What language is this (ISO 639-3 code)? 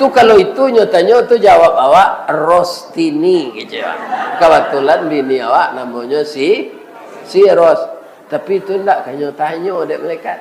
min